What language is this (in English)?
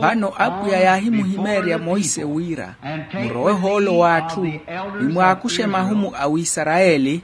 Makhuwa